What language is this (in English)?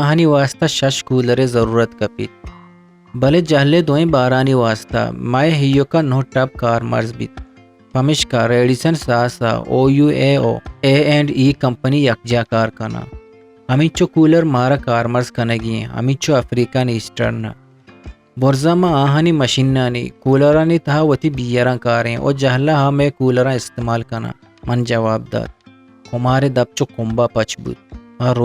Eastern Balochi